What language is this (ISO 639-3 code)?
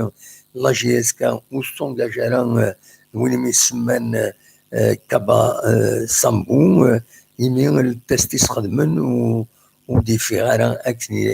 kab